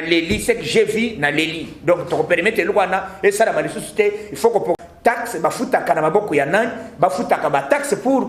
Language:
Lingala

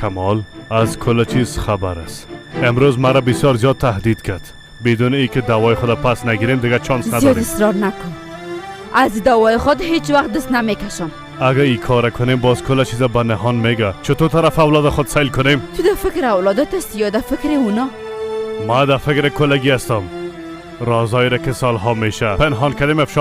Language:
Persian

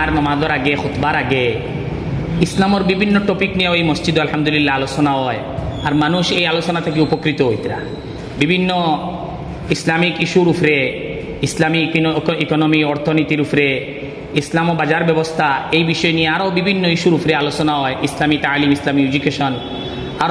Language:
Sylheti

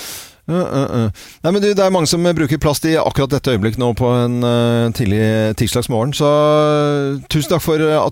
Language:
Norwegian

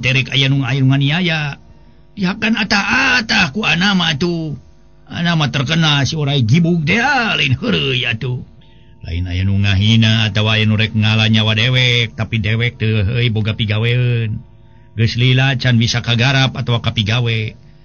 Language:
Sundanese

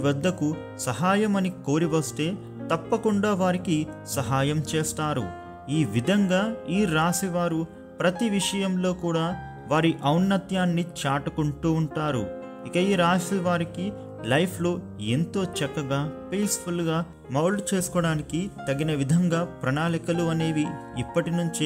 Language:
Telugu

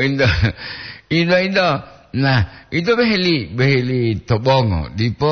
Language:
Gorontalo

